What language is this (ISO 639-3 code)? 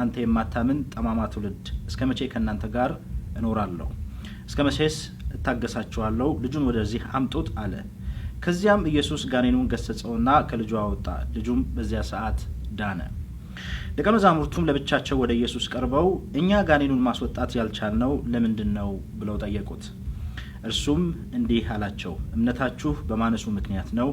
amh